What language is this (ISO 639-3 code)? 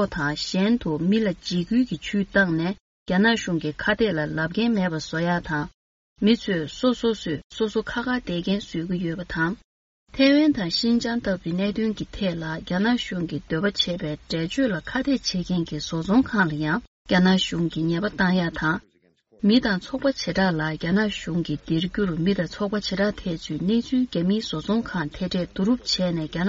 bod